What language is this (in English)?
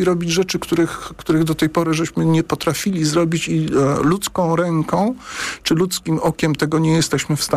Polish